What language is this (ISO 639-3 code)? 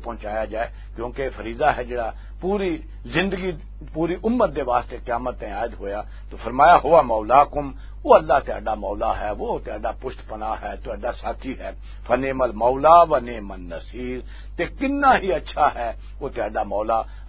lah